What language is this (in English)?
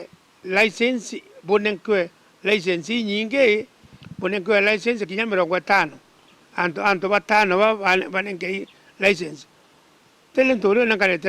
Meru